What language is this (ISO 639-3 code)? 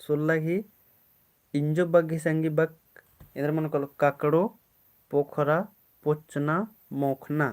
kru